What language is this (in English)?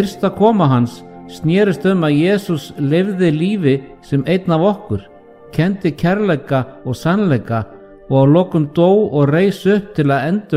Icelandic